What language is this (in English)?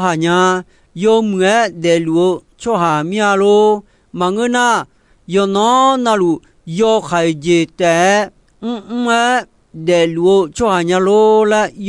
Akha